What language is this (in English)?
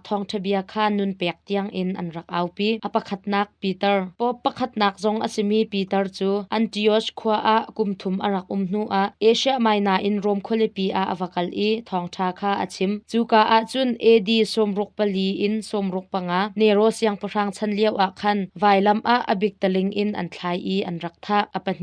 Hakha Chin